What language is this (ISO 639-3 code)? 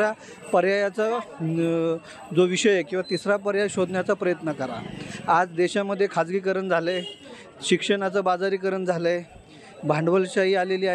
mar